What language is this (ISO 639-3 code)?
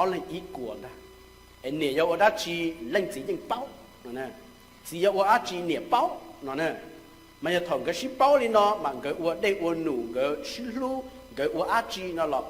hmn